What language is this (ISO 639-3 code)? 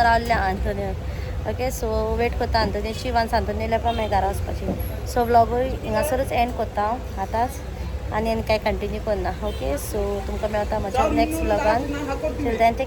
kok